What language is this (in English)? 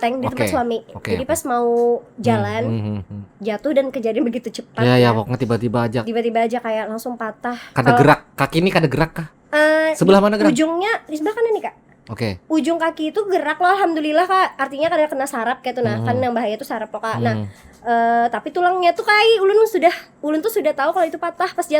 Banjar